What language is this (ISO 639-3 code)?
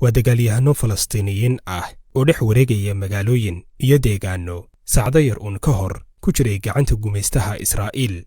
som